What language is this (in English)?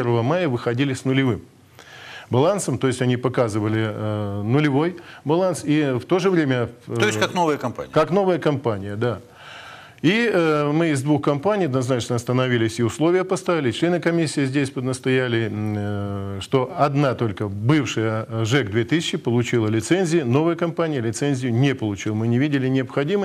Russian